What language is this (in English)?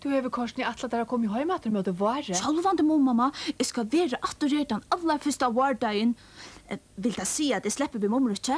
Faroese